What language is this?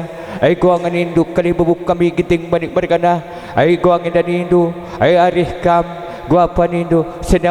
Batak Karo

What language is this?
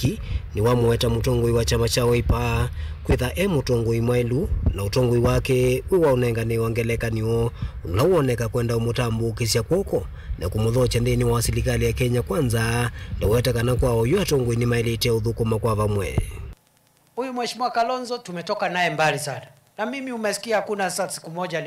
Kamba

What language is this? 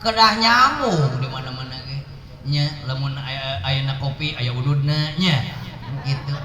Sundanese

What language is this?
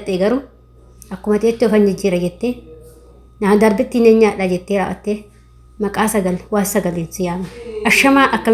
Oromo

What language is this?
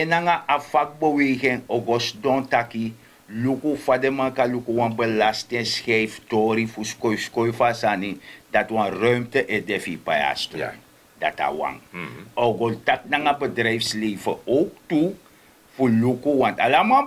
Sranan Tongo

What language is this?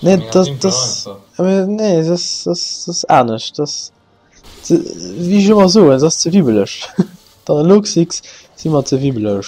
Luxembourgish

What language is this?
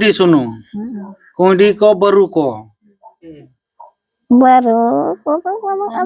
Santali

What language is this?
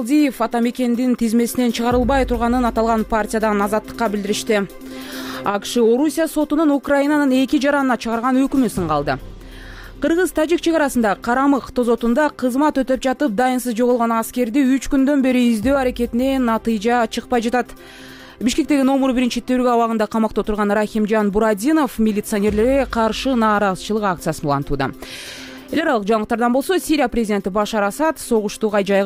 Kyrgyz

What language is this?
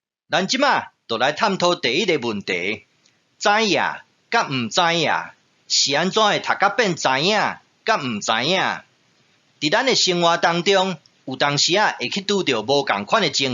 Min Nan Chinese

